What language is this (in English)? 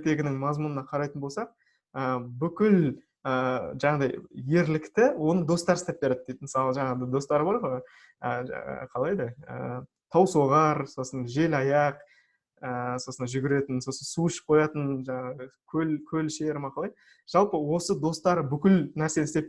Kazakh